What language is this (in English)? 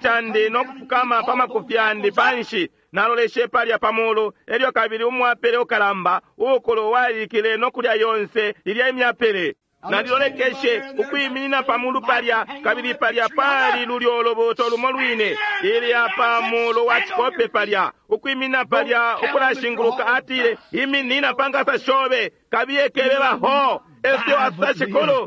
Bemba